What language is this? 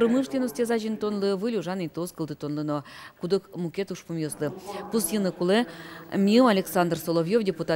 Udmurt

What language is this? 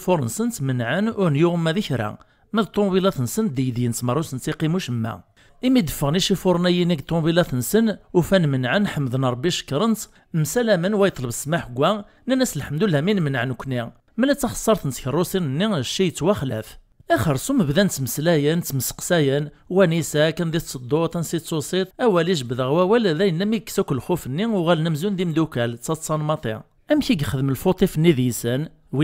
Kabyle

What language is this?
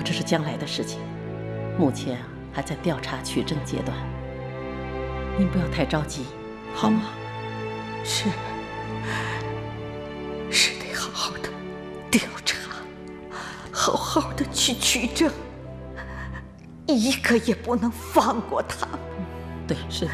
Chinese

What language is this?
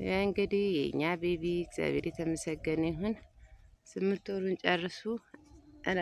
Amharic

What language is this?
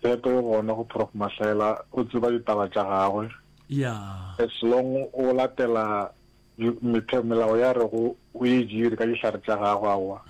Northern Sotho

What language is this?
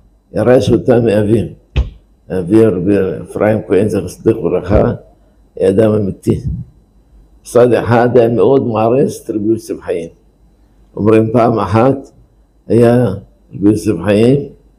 Hebrew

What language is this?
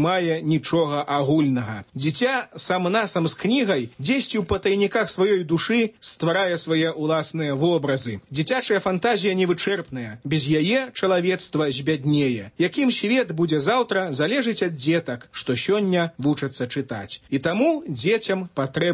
Belarusian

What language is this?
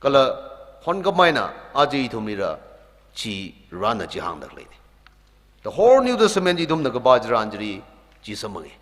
Tangkhul Naga (India)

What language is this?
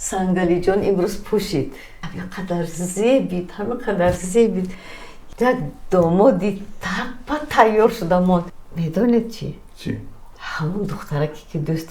Tajik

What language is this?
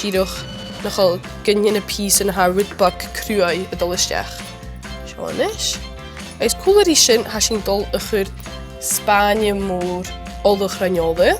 Scottish Gaelic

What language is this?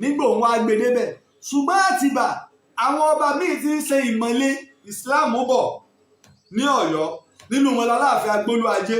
Yoruba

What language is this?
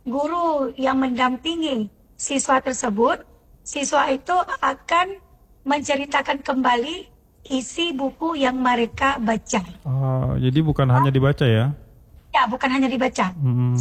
Indonesian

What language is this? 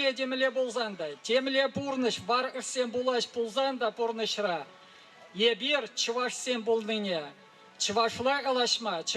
Chuvash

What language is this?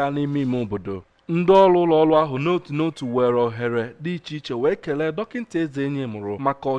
Igbo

